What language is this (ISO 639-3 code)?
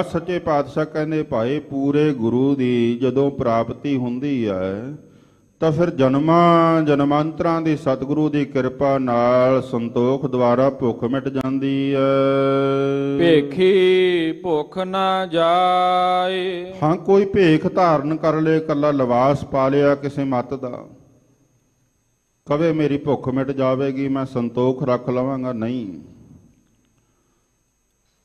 pan